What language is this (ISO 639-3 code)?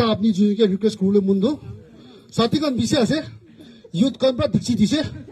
nag